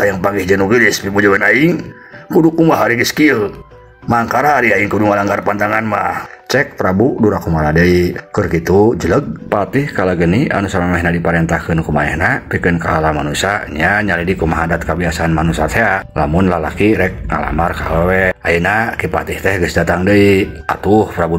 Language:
Sundanese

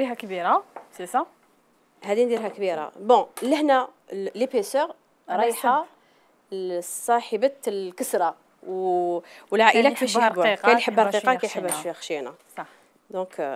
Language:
Algerian Arabic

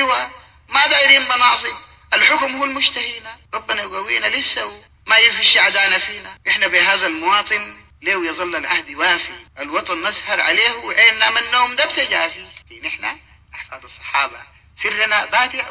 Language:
Sudanese Arabic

